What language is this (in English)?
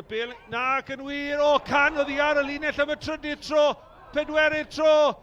Welsh